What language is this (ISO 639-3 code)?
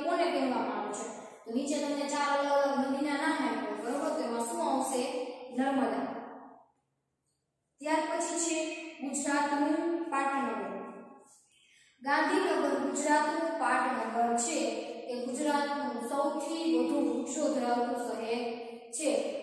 guj